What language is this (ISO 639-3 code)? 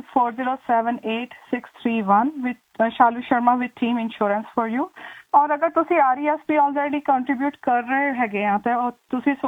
pan